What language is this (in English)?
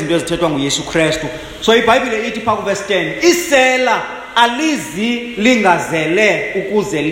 Xhosa